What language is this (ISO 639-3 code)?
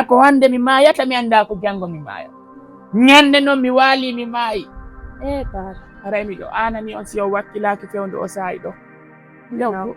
ful